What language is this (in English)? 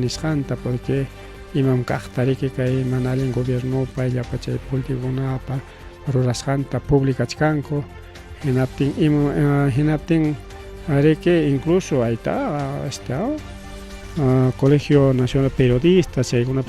Ayacucho Quechua